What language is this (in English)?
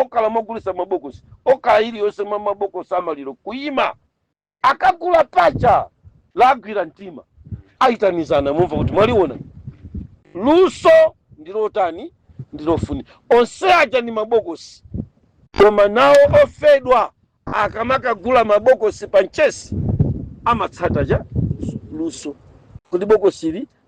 Nyanja